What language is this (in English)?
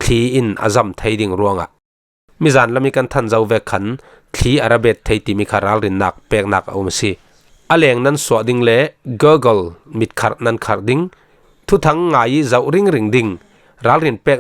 Falam Chin